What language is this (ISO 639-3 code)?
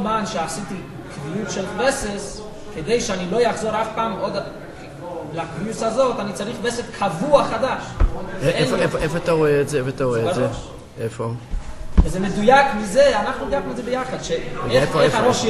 heb